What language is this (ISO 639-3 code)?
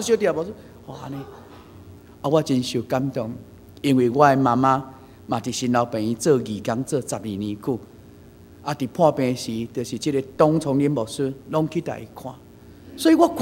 nan